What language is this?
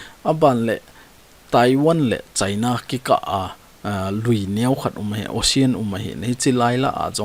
Thado Chin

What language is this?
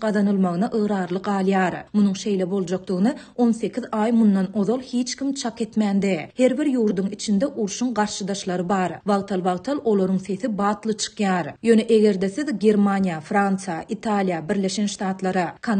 Turkmen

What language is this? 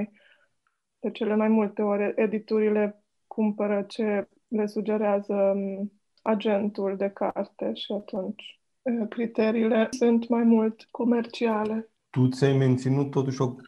Romanian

